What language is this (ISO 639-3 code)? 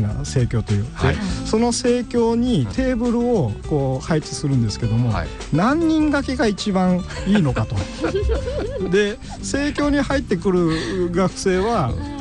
jpn